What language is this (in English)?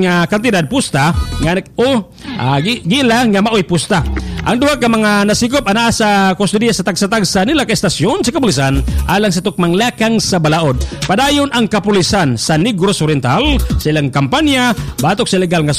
Cebuano